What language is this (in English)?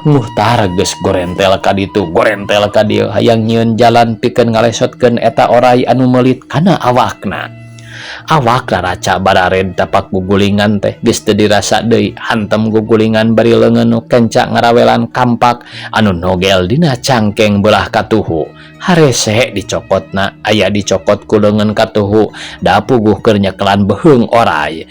Sundanese